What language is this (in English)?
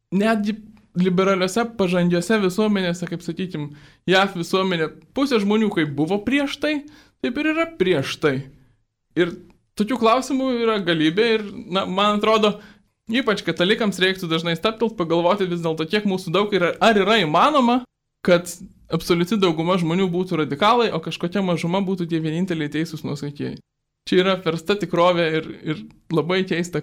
Lithuanian